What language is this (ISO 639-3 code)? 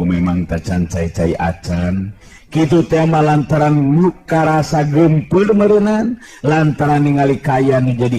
sun